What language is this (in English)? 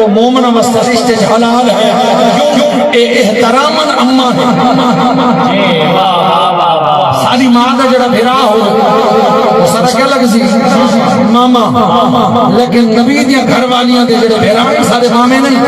Saraiki